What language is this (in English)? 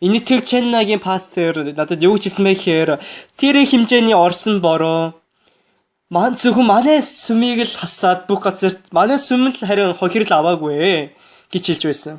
Mongolian